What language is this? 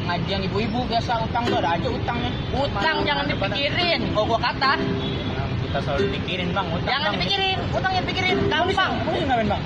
Betawi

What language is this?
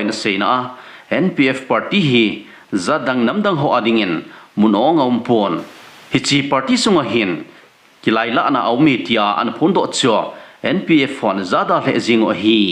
Thado Chin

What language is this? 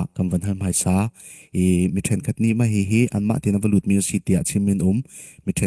Hakha Chin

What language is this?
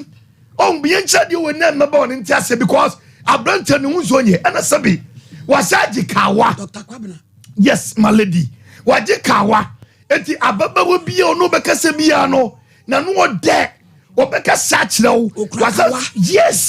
Akan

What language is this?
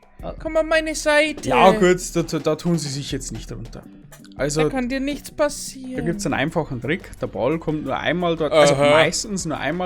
Bavarian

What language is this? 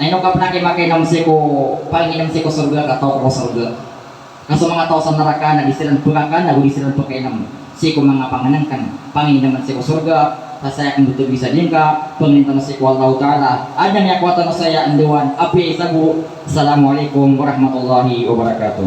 Maranao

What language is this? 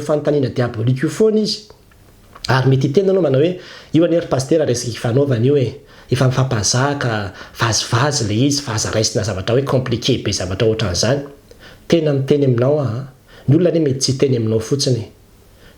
Malagasy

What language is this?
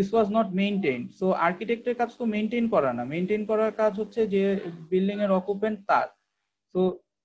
Bangla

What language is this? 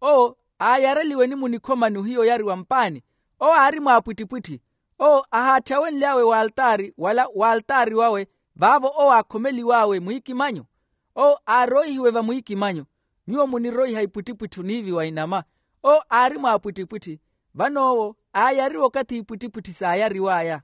Makhuwa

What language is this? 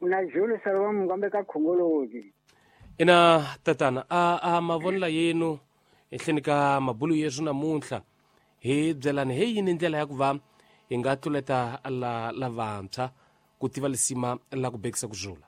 Tsonga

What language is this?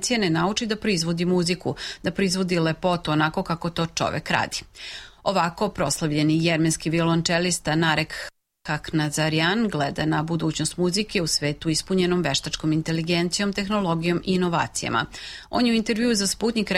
Serbian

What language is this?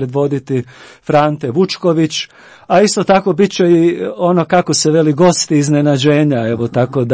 Croatian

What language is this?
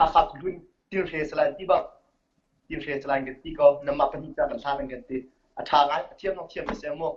Hakha Chin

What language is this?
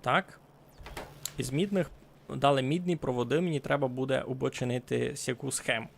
Rusyn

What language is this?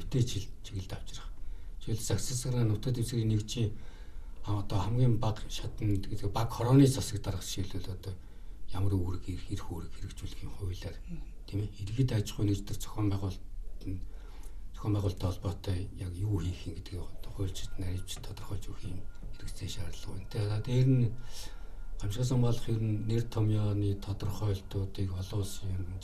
Mongolian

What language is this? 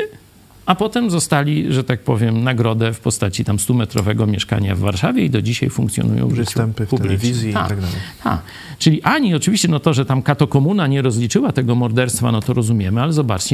Polish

